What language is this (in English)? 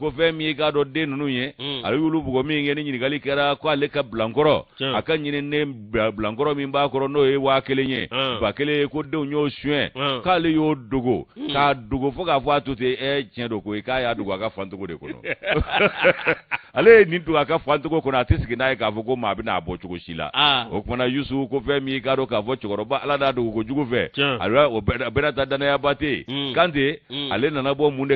Bambara